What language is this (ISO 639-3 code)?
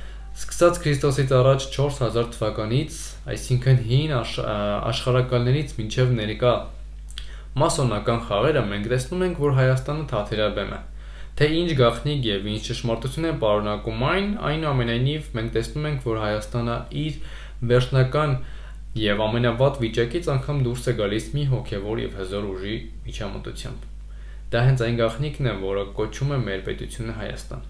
hye